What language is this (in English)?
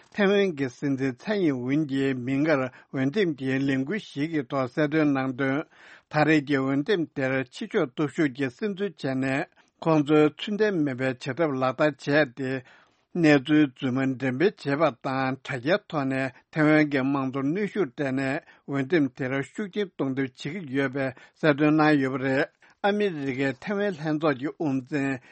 Tibetan